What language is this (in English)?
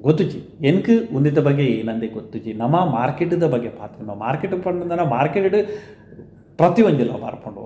Tulu